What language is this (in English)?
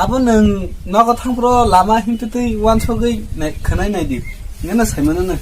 Kok Borok